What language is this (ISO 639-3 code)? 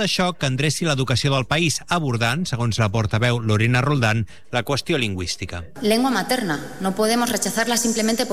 cat